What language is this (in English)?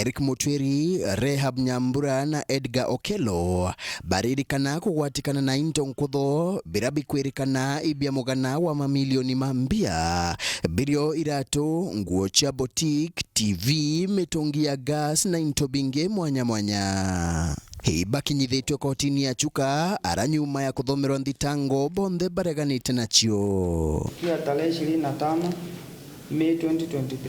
Meru